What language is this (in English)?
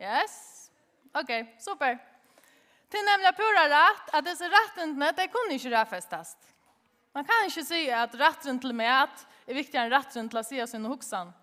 Faroese